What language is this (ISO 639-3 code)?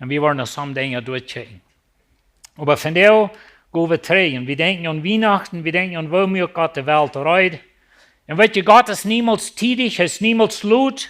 pdt